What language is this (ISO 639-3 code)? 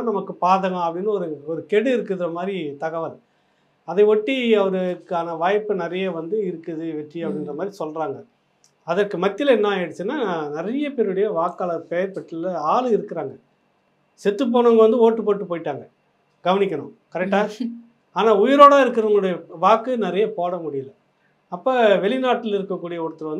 tam